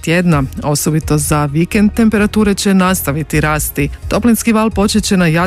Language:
Croatian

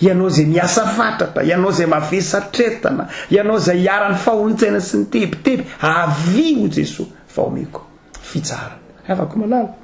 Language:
Malagasy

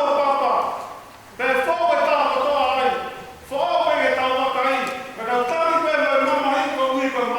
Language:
Tongan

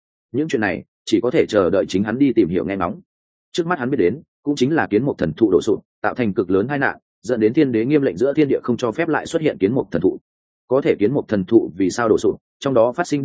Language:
Vietnamese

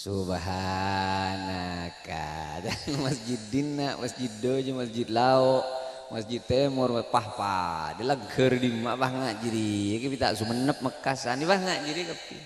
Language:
Madurese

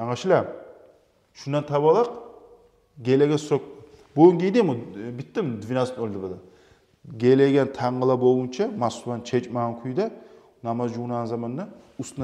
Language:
Kumyk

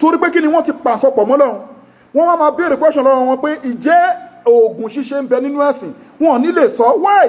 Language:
Yoruba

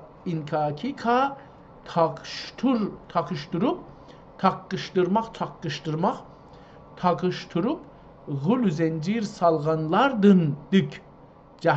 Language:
South Azerbaijani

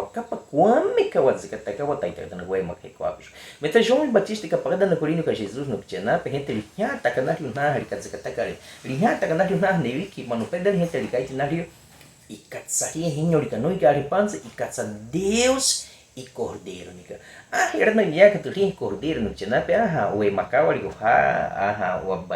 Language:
Baniwa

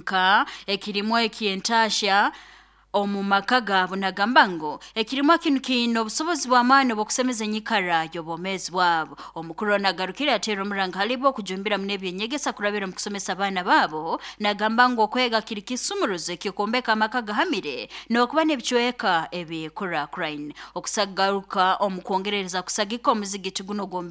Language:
Nyoro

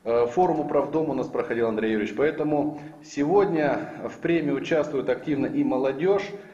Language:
Russian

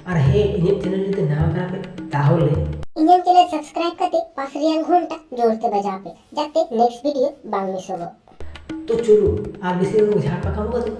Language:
Santali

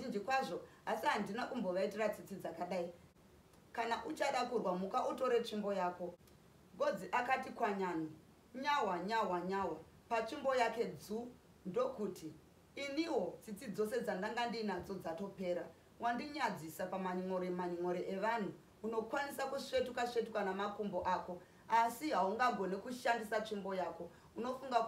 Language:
Shona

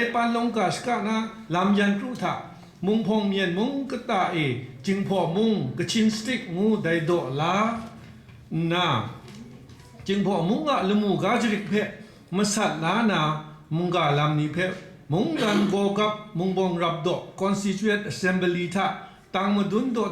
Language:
Kachin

